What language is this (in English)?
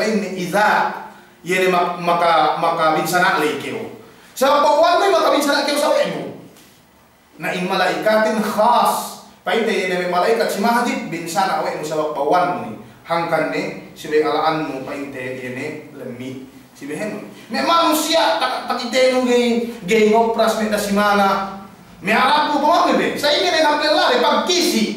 Yakan